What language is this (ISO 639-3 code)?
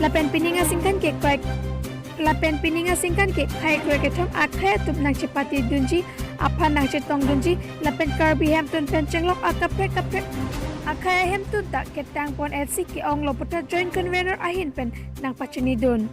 mjw